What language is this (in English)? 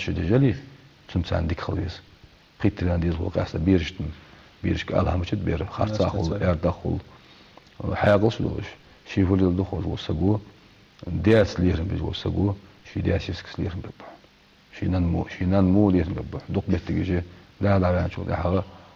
Ingush